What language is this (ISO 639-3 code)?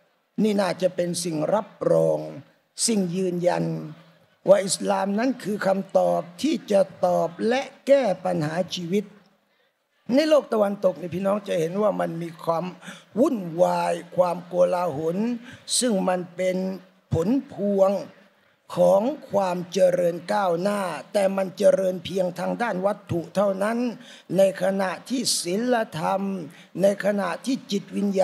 tha